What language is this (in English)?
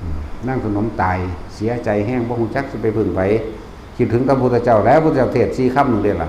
Northeastern Thai